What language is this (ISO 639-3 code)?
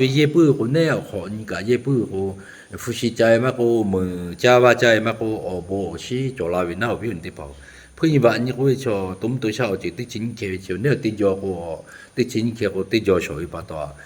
lhu